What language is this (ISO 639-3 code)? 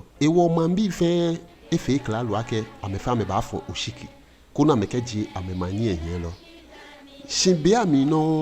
gaa